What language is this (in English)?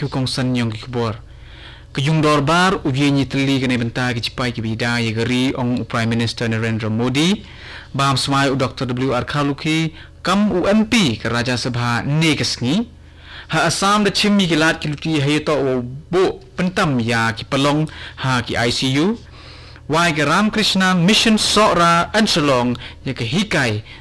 Khasi